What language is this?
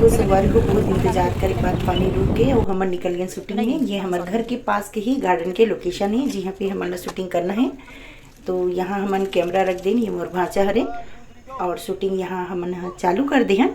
Chhattisgarhi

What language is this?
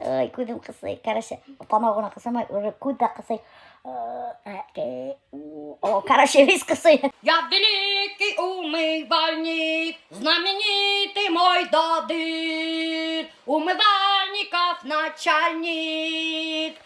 Bashkir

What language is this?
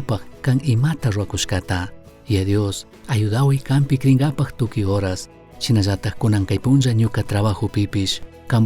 Chimborazo Highland Quichua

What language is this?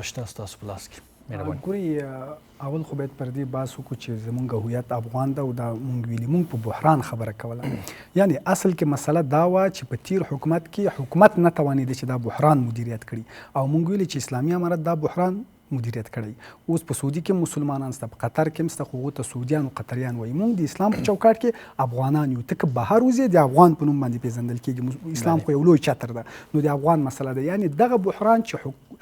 Pashto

